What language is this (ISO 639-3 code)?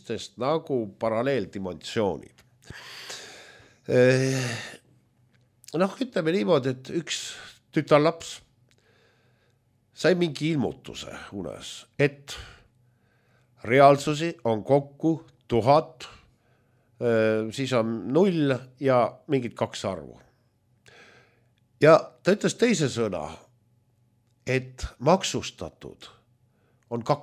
est